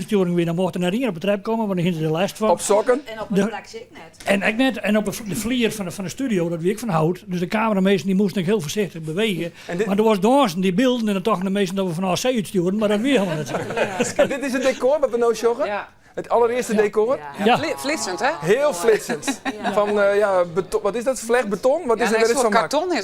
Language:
Western Frisian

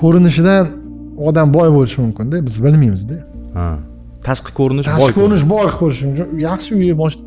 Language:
Uzbek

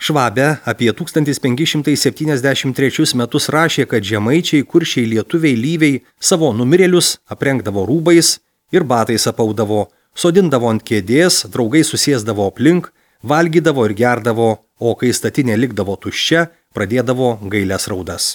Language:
Lithuanian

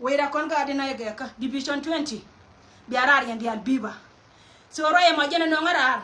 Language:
Nuer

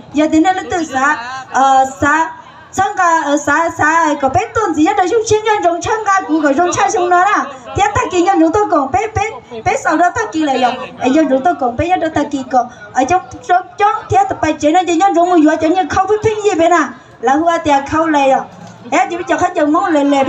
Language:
Hmong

